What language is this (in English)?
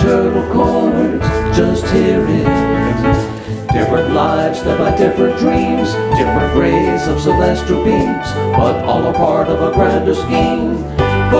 English